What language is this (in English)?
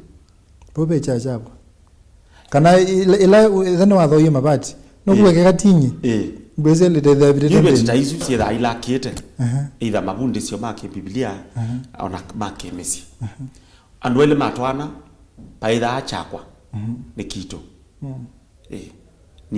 Kamba